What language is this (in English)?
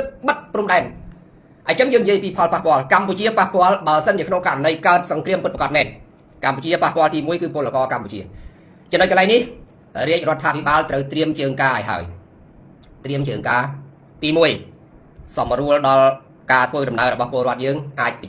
Khmer